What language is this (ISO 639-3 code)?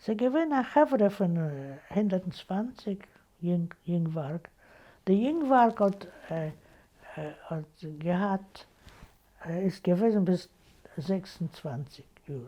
yid